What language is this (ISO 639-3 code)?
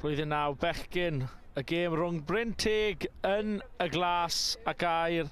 cym